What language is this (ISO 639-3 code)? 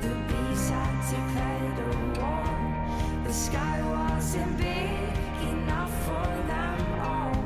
abk